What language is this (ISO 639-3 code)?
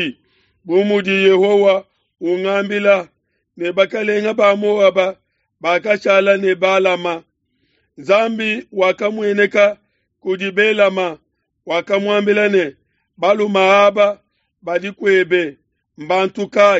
lua